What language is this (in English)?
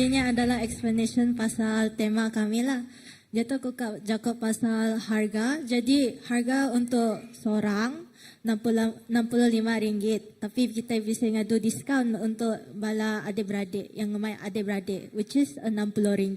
Iban